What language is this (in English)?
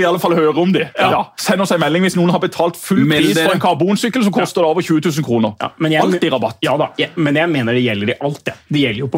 Norwegian